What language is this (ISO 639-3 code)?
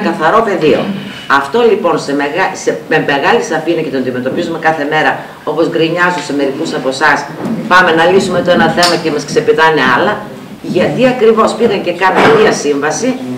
ell